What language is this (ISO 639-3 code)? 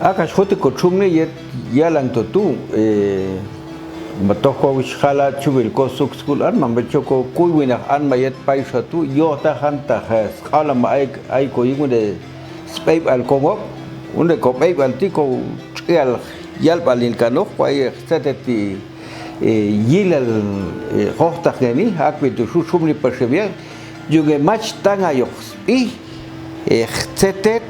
jac